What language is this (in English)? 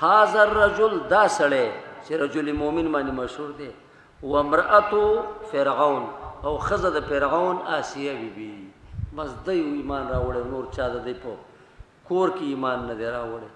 Pashto